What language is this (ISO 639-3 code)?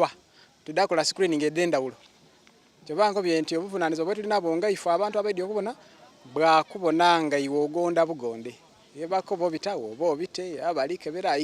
xog